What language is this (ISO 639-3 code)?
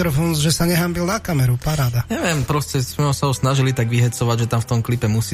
slk